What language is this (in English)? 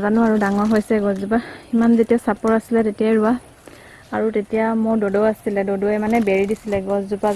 Assamese